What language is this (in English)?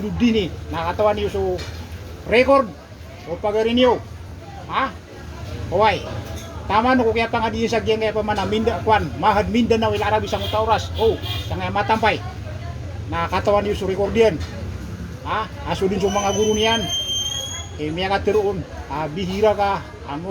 Maranao